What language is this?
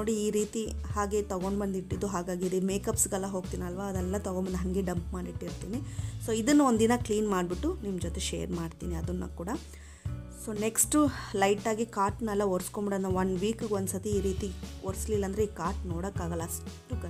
Kannada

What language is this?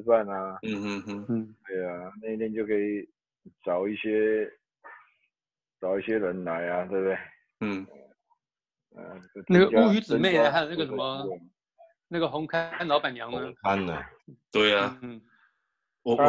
Chinese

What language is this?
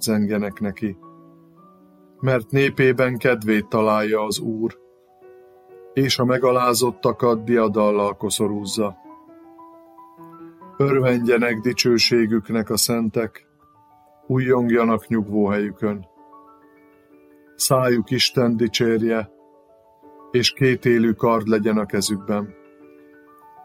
Hungarian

